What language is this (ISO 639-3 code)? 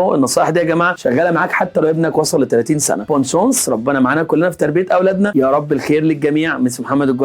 arz